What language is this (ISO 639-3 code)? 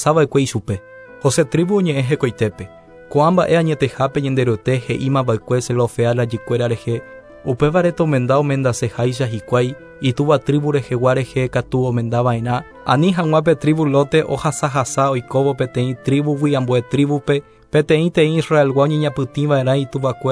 grn